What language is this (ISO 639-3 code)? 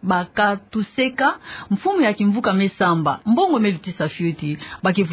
ktu